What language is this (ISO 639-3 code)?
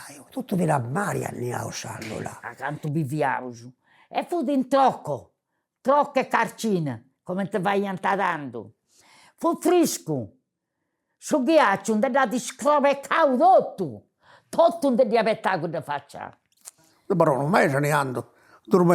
srd